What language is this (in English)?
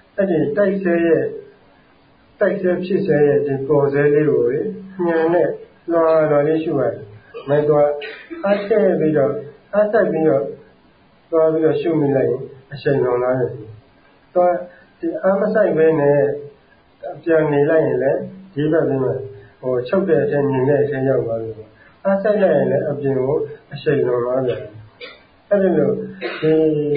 Burmese